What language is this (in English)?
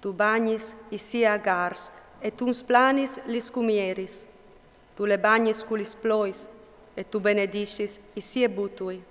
Friulian